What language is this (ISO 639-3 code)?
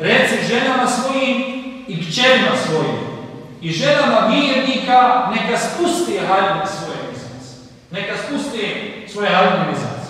bos